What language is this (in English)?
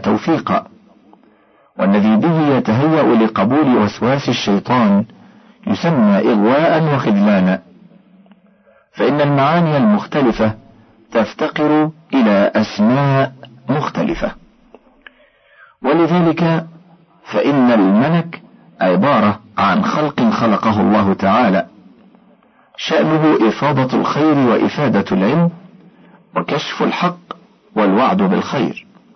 Arabic